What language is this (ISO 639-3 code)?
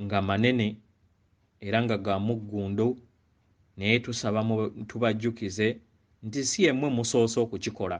lug